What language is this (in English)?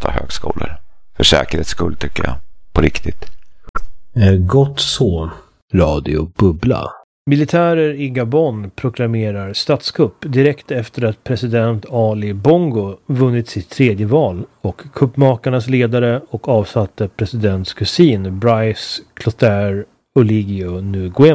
Swedish